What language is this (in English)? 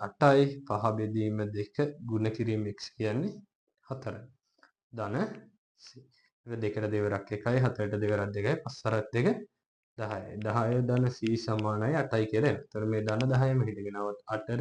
Sinhala